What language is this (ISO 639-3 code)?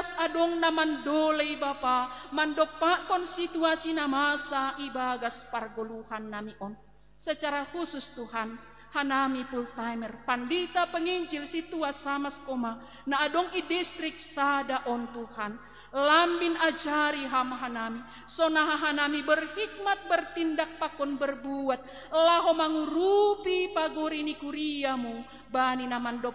bts